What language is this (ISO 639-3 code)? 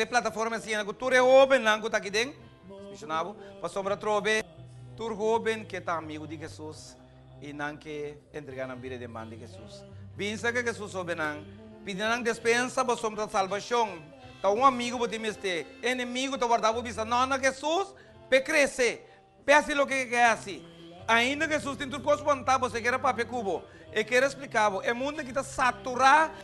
pap